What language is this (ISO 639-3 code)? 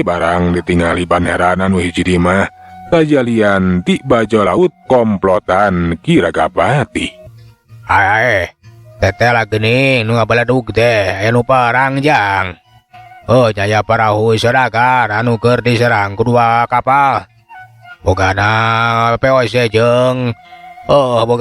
sun